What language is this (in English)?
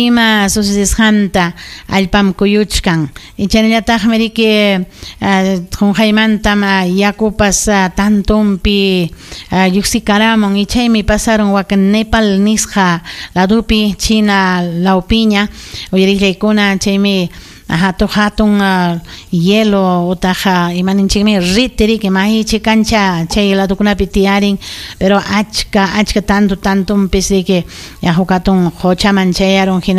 Ayacucho Quechua